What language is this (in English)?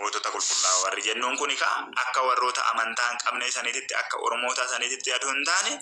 Oromo